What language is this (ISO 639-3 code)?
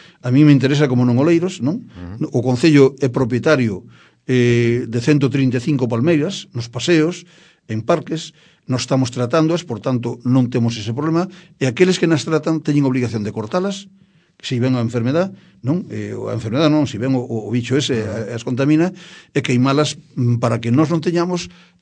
glg